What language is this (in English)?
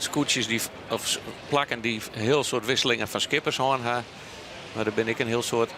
Western Frisian